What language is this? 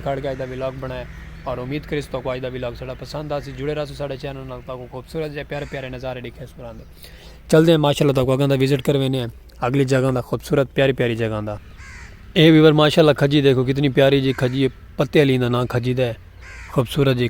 Saraiki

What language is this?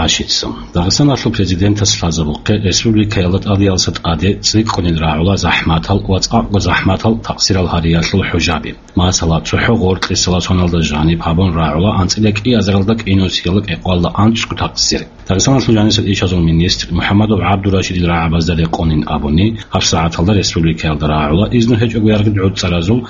Avaric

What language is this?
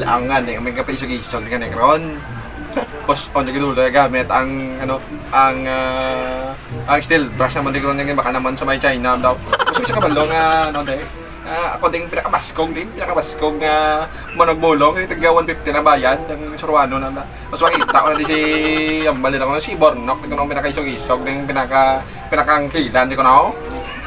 Hiligaynon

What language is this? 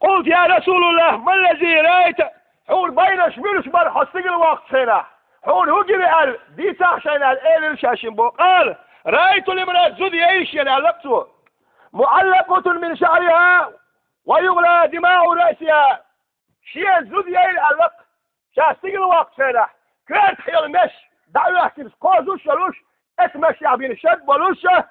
Chechen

